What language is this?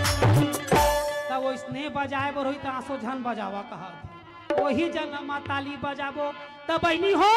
Chhattisgarhi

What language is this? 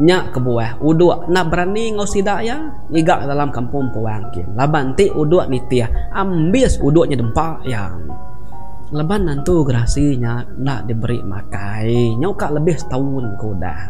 Iban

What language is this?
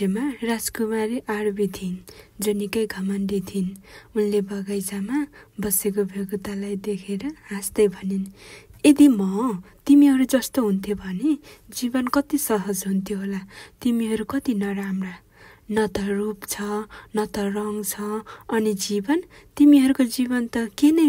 Nepali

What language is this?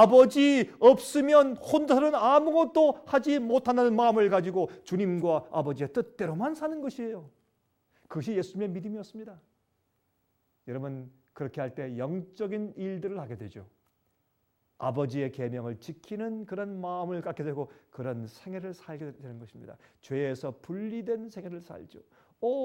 Korean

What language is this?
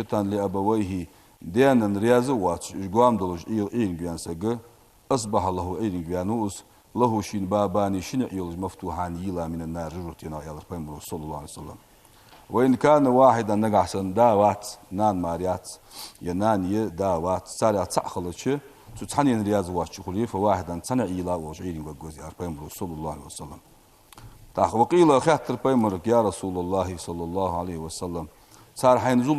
Ingush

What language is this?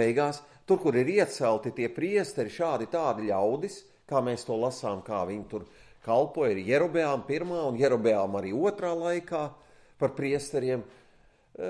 Latvian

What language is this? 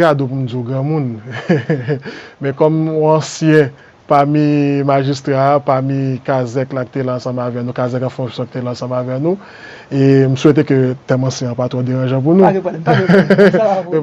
Haitian Creole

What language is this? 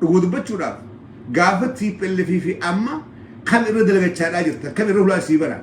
Oromo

